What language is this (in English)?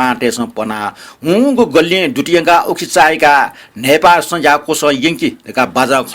Newari